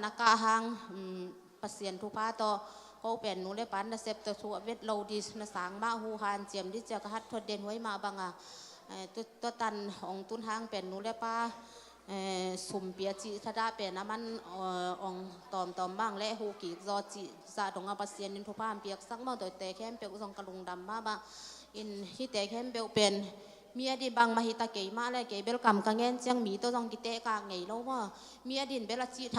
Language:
Tedim Chin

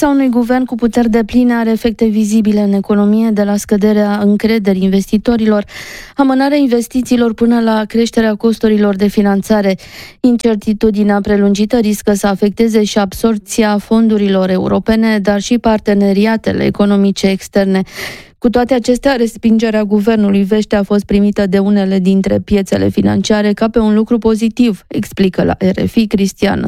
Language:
Romanian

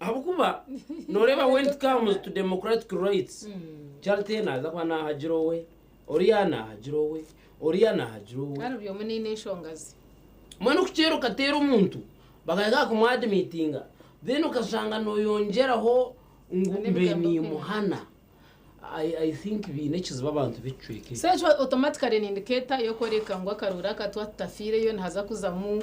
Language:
Nyankole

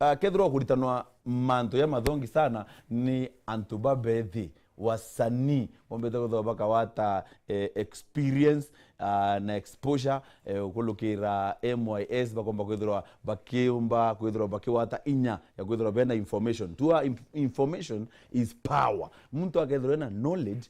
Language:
Meru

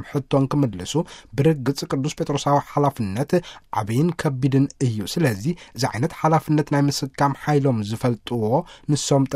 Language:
Tigrinya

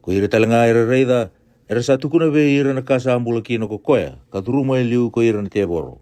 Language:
Fijian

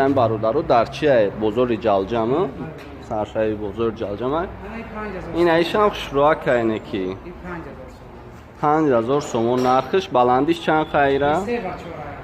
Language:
Tajik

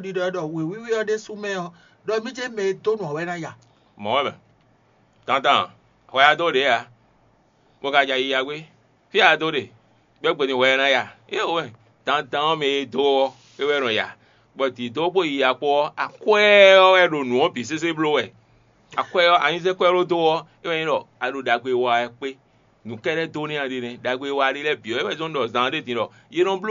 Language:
Fon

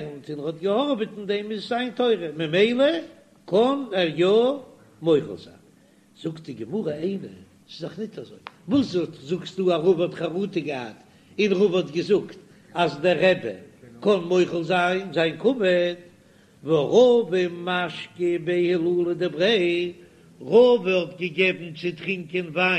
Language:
Yiddish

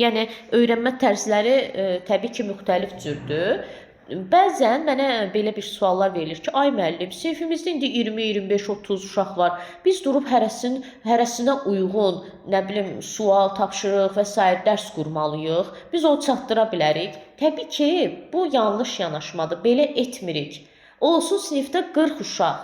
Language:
Azerbaijani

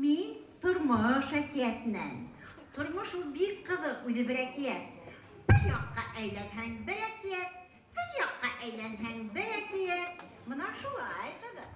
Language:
Bashkir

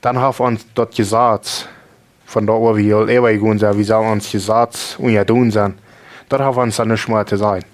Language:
Plautdietsch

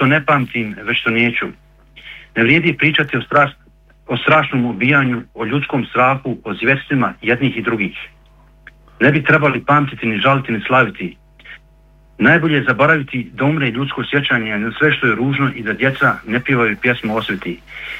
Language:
Bosnian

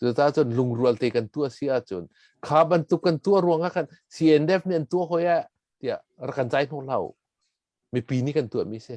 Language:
Hakha Chin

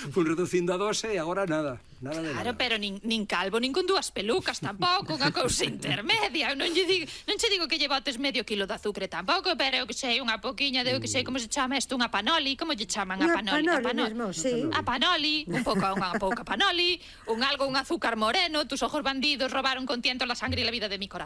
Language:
Galician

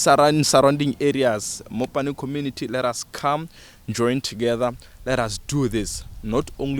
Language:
Tswana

